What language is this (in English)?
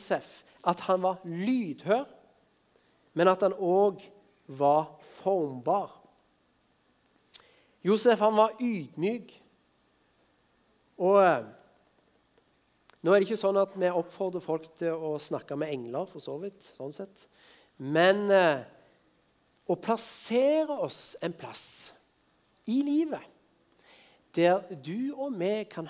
Norwegian